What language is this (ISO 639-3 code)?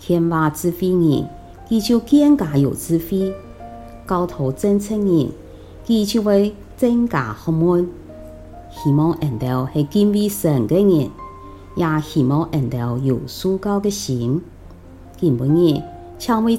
hak